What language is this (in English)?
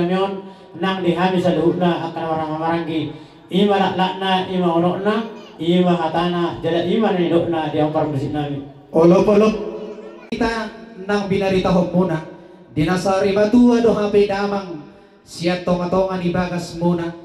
Batak Toba